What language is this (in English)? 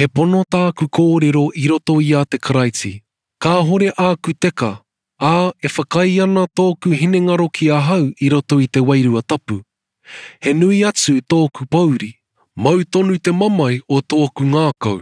Māori